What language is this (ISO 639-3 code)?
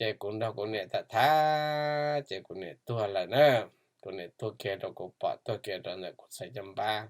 hmn